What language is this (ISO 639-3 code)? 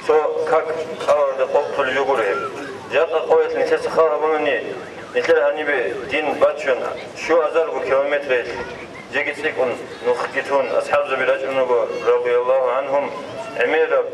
ava